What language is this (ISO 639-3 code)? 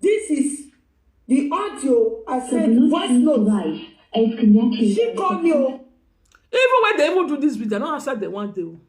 pcm